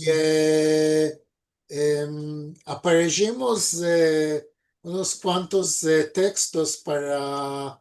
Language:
Ladino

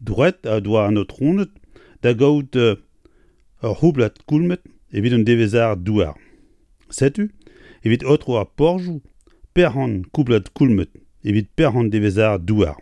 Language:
Breton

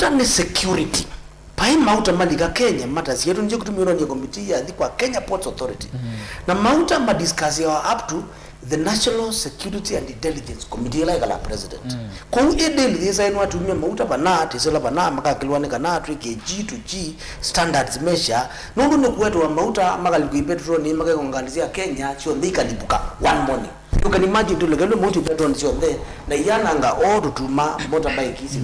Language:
Kamba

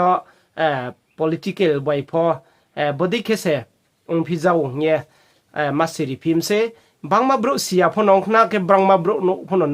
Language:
Riang (India)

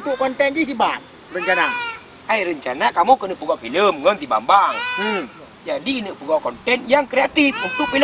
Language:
Achinese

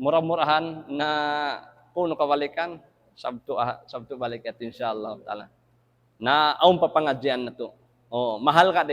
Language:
Tausug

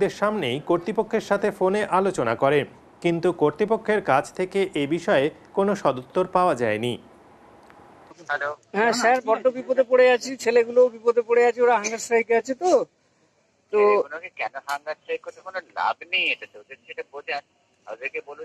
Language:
Bangla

